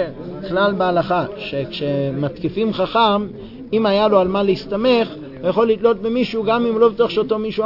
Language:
Hebrew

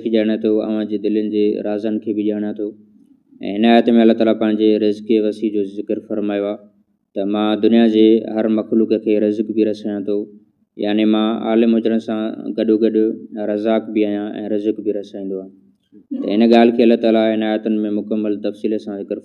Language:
Sindhi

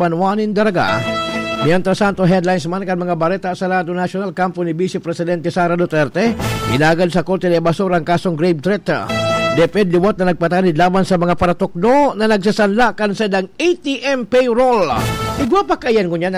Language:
Bikol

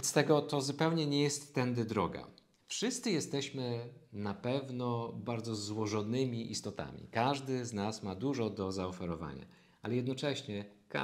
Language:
Polish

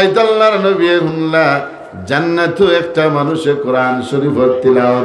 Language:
Sylheti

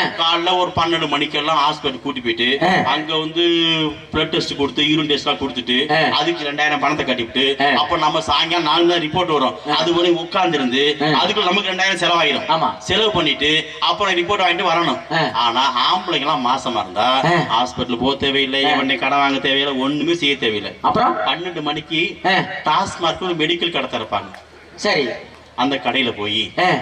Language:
Tamil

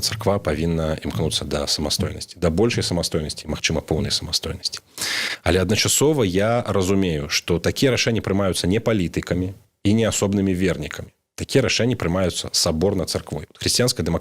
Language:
Belarusian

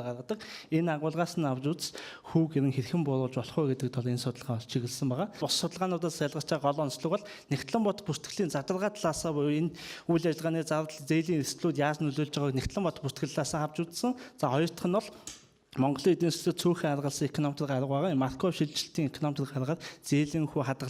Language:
Mongolian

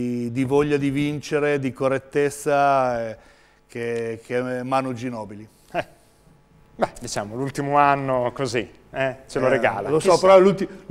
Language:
Italian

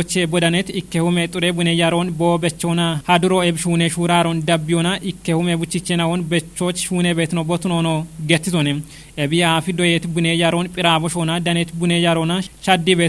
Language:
Kafa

